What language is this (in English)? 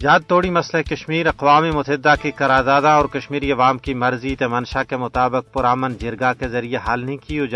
Gujari